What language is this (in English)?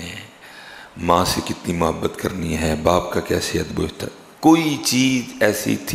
Urdu